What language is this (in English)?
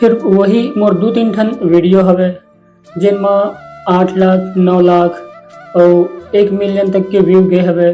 Chhattisgarhi